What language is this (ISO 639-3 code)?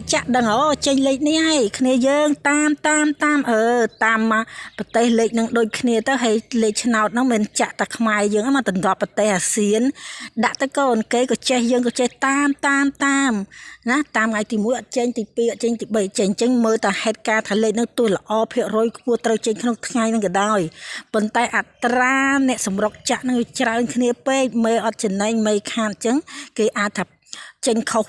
khm